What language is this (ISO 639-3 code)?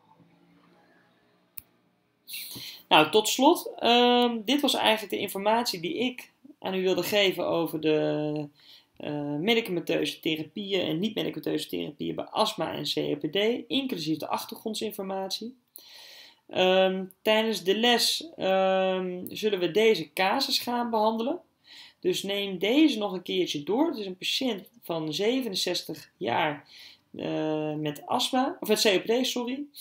nld